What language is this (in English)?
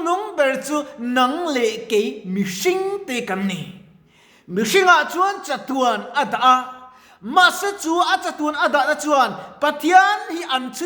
Mizo